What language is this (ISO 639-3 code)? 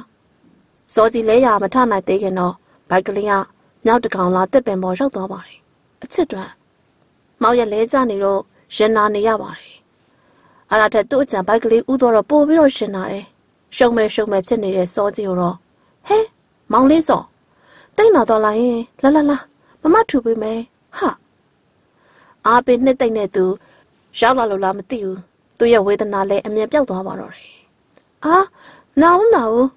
mya